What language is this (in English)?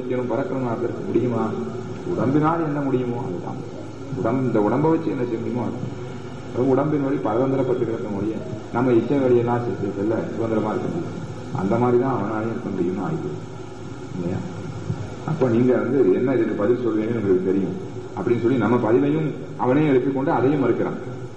Tamil